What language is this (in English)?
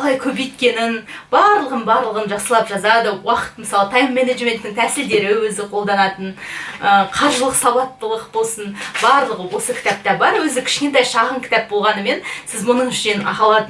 Kazakh